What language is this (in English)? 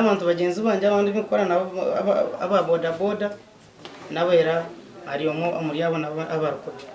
Nyankole